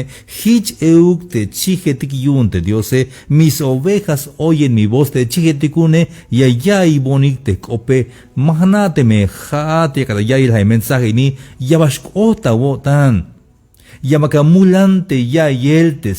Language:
Tzeltal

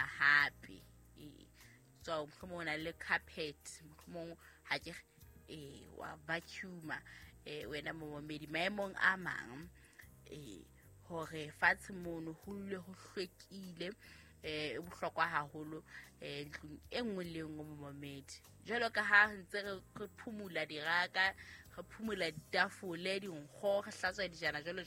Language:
Southern Sotho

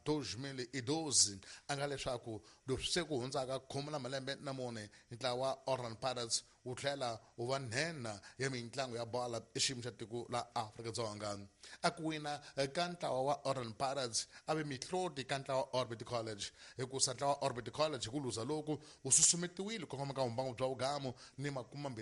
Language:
Tsonga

